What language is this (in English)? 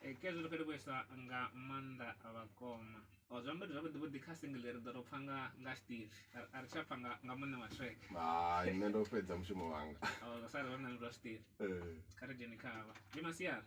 Venda